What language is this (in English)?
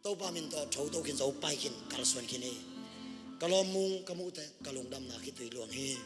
Tedim Chin